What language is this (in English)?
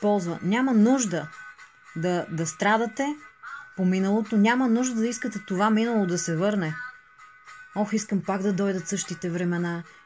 Bulgarian